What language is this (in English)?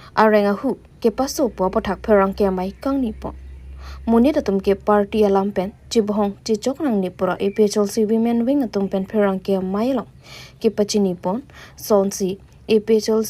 Karbi